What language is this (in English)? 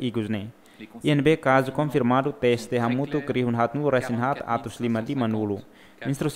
Tetum